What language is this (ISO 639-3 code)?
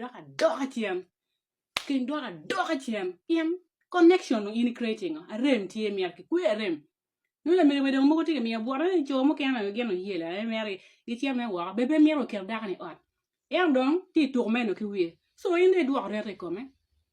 ach